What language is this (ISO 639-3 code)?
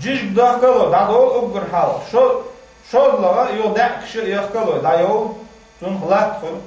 che